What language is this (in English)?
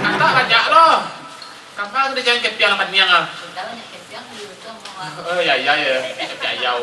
Minangkabau